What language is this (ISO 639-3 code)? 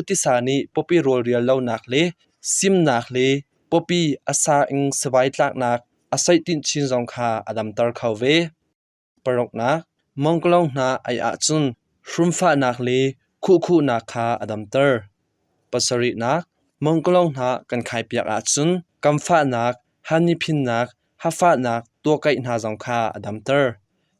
cnh